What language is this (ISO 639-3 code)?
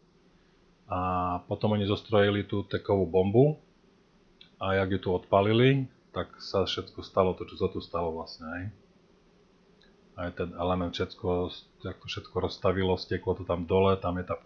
slk